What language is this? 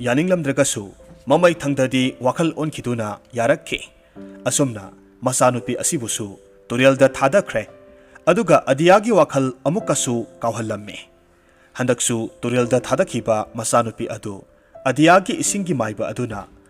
Manipuri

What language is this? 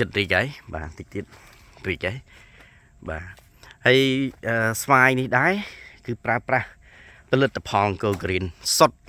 Khmer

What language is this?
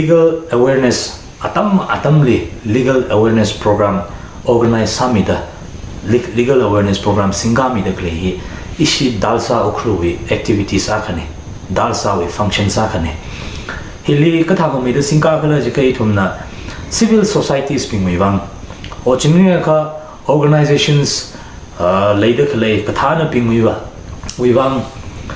Tangkhul Naga (India)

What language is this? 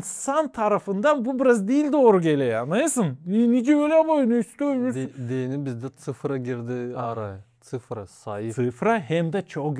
Gagauz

